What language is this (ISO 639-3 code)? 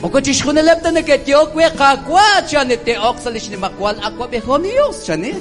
kek